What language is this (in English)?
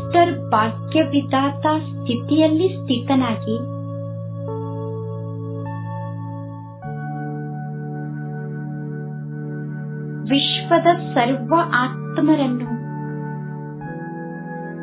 Kannada